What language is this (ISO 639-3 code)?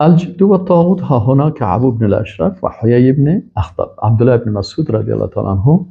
fas